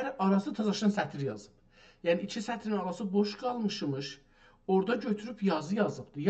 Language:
South Azerbaijani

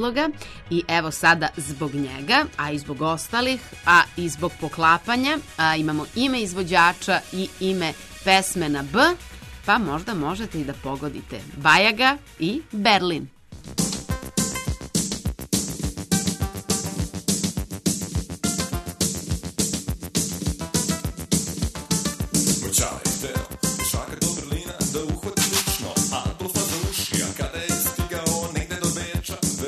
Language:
Serbian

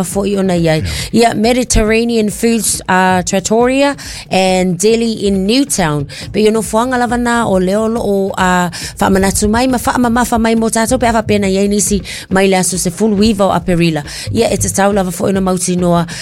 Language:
Samoan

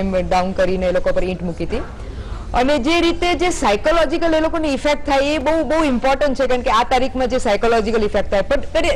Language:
Gujarati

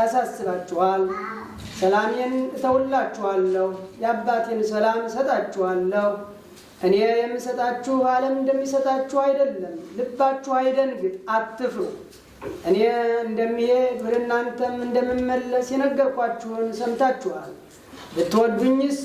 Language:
Amharic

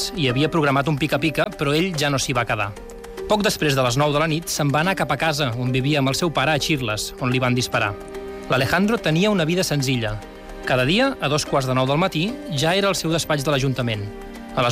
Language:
Catalan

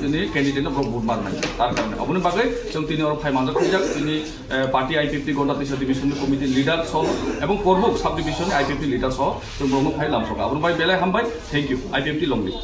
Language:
Kok Borok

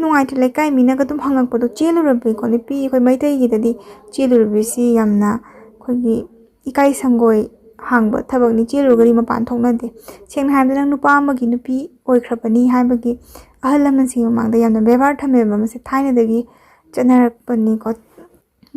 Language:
Manipuri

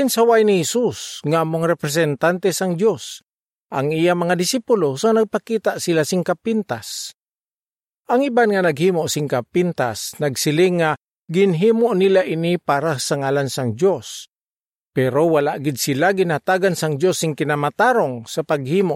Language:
Hiligaynon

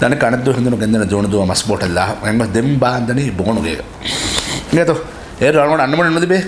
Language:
Divehi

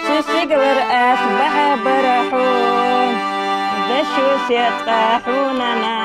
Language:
Ingush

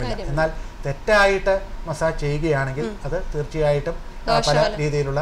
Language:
Malayalam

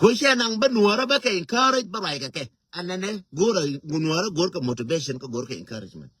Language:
Nuer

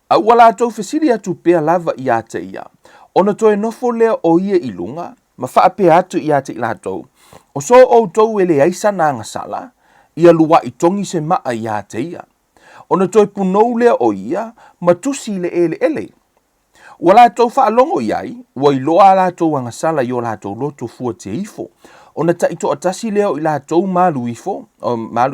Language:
Samoan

